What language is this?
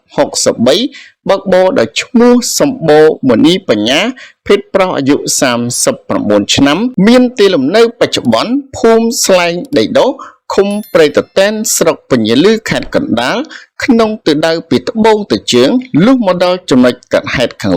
Khmer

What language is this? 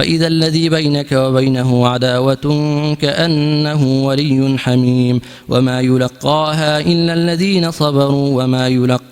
Kumyk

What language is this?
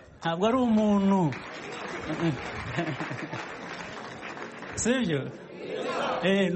Kinyarwanda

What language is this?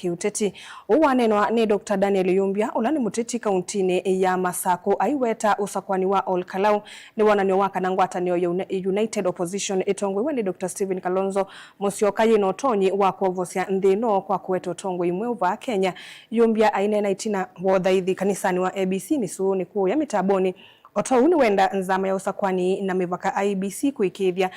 Kamba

